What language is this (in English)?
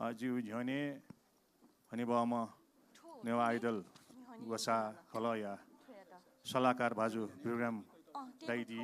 Newari